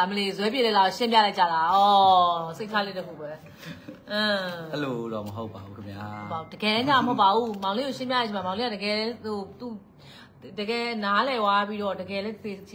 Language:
Burmese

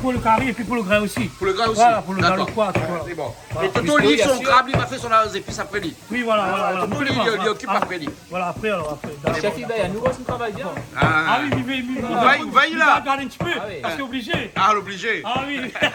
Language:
Réunion Creole French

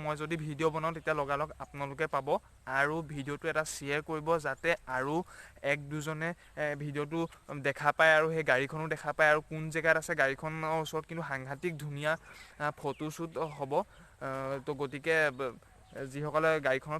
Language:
Assamese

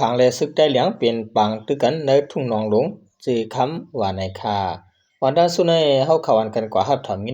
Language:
Shan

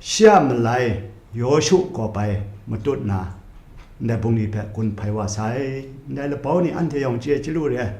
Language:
Kachin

